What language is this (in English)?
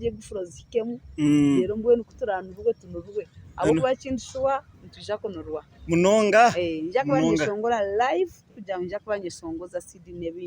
Nyankole